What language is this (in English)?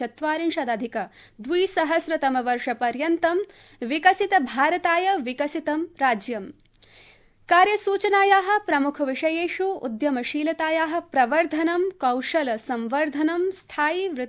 Sanskrit